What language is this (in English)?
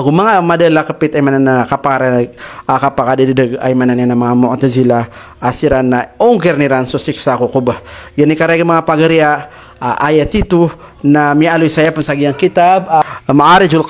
Maranao